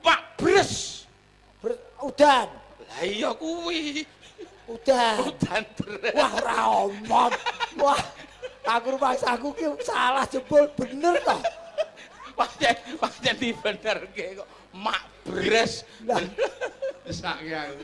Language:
Javanese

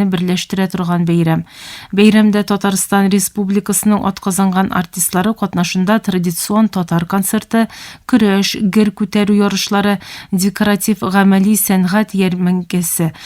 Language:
Tatar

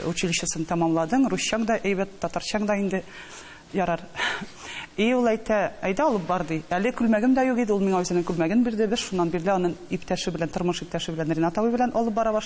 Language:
Tatar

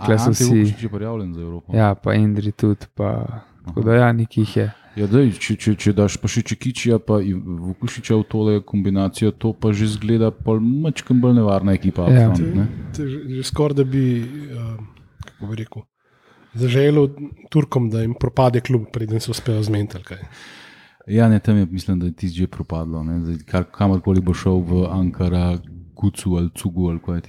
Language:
Slovenian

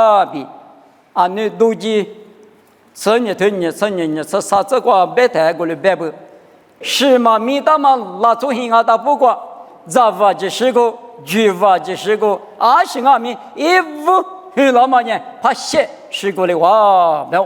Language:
Lisu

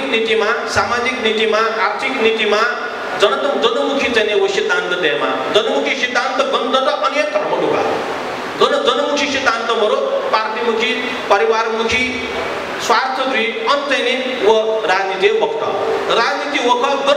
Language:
Newari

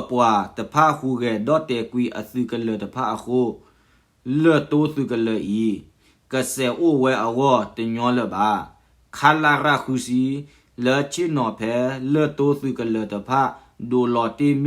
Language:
S'gaw Karen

